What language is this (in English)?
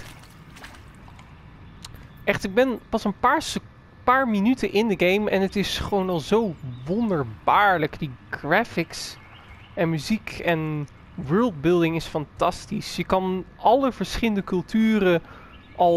Dutch